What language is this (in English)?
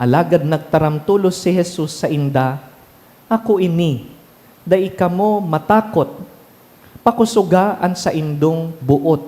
Bikol